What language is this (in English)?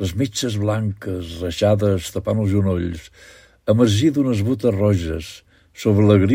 Catalan